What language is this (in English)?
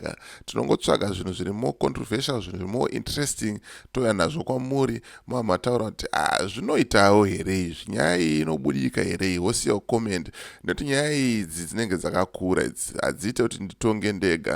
Shona